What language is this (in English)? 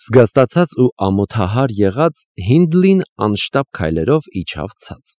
Armenian